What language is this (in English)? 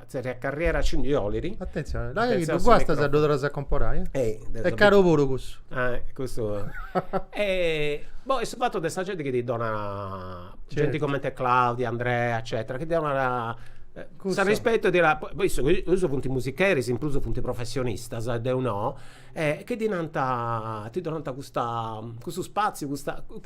Sardinian